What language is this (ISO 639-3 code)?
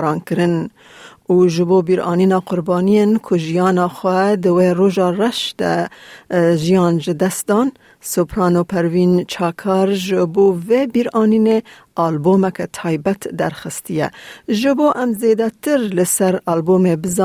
kur